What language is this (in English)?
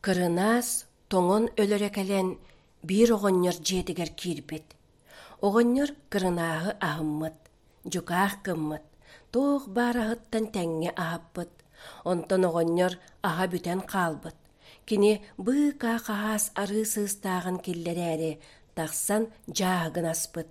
Yakut